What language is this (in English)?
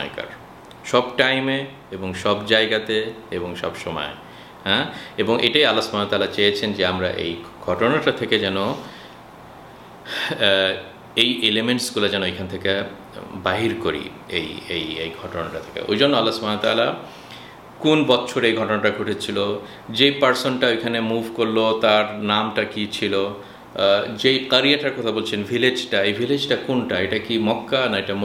Bangla